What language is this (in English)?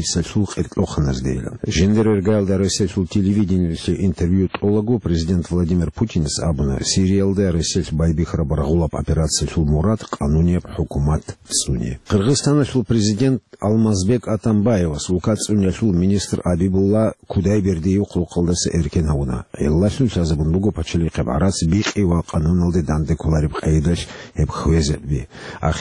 Avaric